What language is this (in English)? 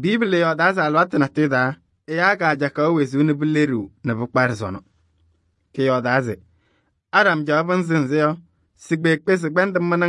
Kabiyè